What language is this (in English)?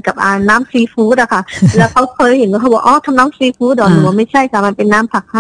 Thai